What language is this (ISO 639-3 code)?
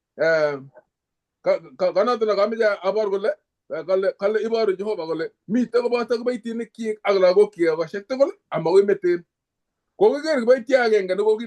kln